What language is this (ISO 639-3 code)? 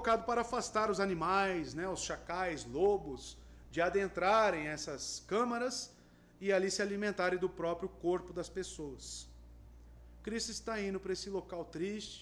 por